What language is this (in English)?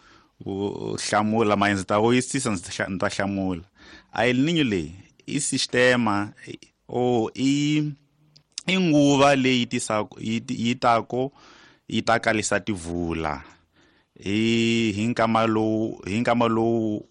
Tsonga